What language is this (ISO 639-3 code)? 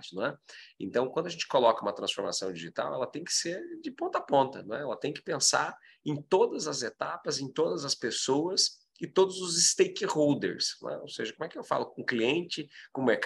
por